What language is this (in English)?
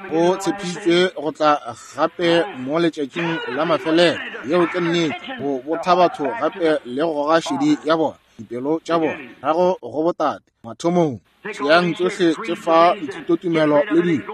Northern Sotho